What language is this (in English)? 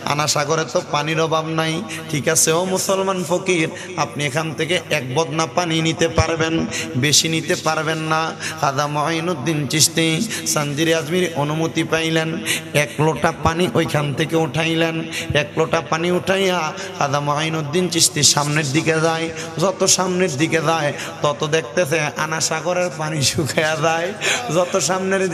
Bangla